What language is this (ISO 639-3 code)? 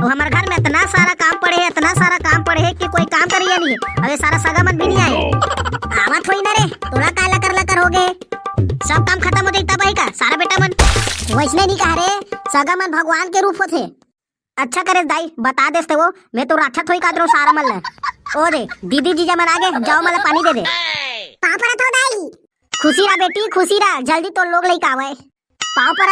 hne